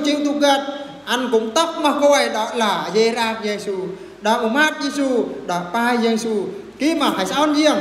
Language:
Eastern Bru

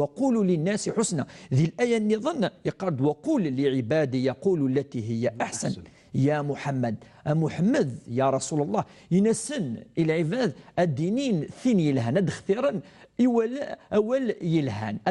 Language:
Kabyle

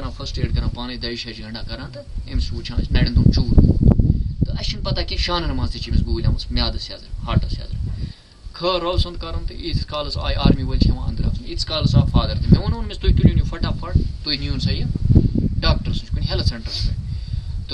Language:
Kashmiri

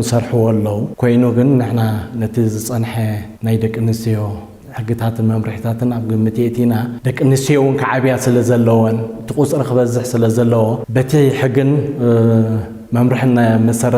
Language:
Tigrinya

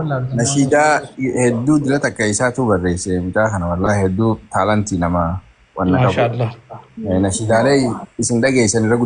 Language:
Oromo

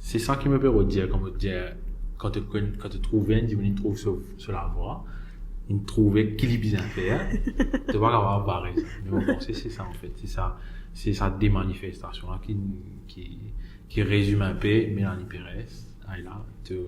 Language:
Morisyen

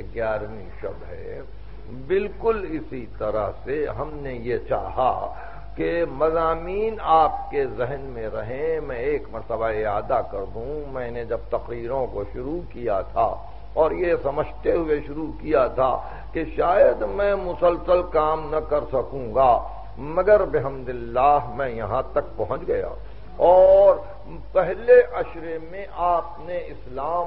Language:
Urdu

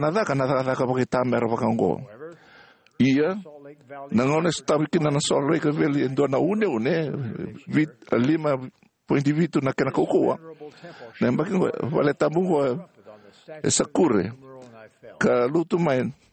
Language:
Fijian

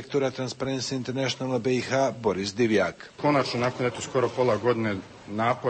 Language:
Bosnian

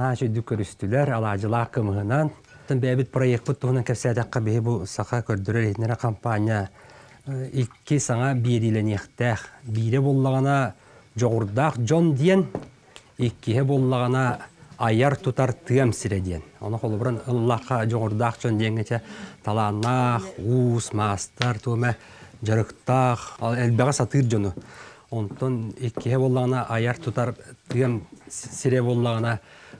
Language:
Yakut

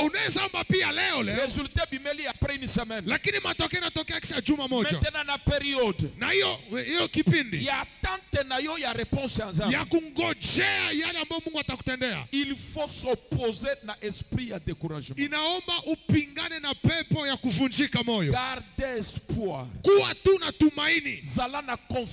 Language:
Swahili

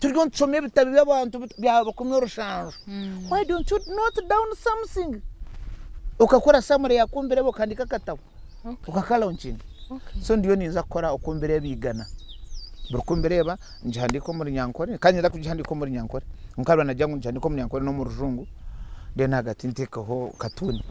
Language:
Nyankole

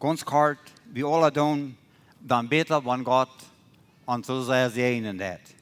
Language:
Plautdietsch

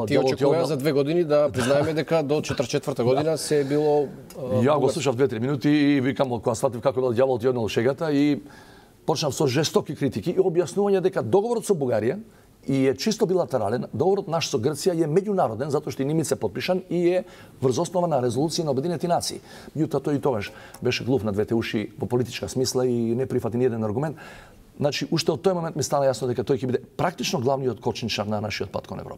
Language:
Macedonian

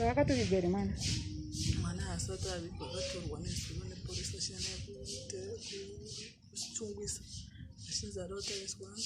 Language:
Shona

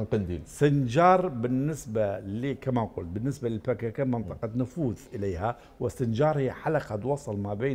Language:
Mesopotamian Arabic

